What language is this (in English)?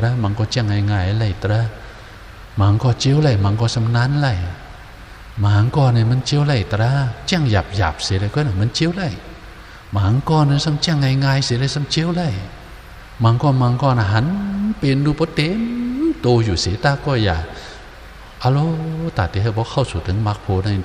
Shan